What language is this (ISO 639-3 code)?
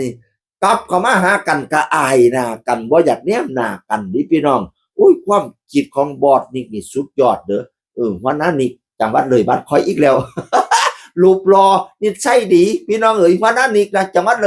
tts